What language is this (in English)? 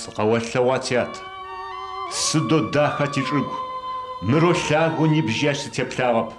Adyghe